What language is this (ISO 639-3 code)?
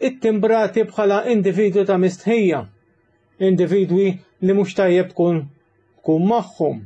mlt